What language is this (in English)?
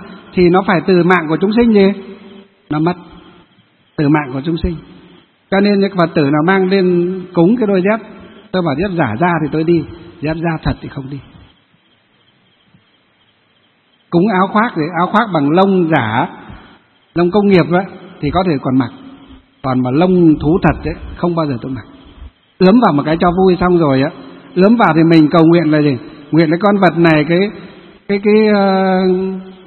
Vietnamese